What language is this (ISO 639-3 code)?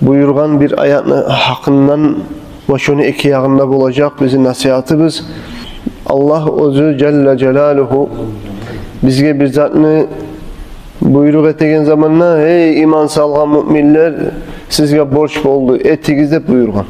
kum